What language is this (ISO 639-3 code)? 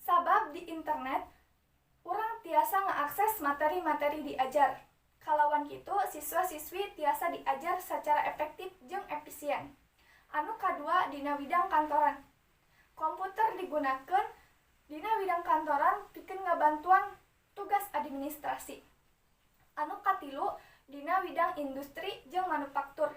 sun